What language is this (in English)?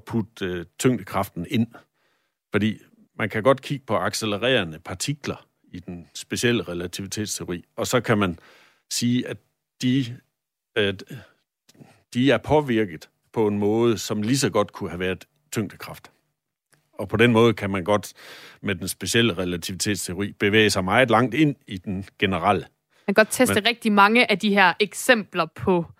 Danish